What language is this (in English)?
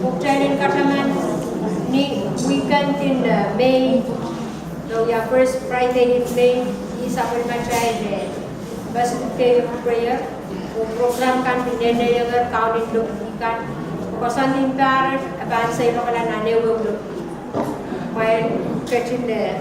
Pohnpeian